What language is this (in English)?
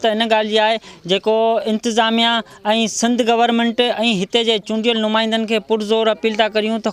Sindhi